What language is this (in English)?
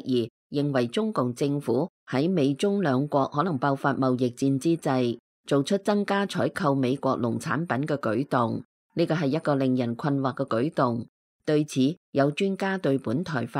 Cantonese